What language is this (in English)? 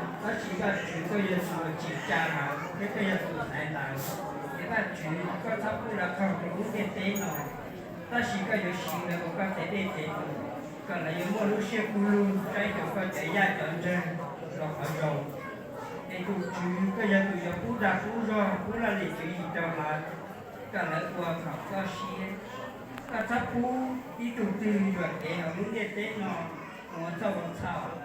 Hmong